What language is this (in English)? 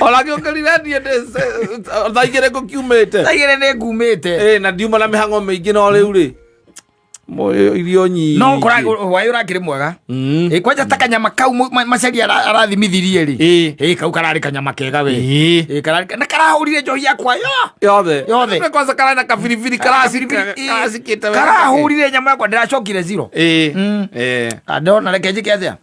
Kikuyu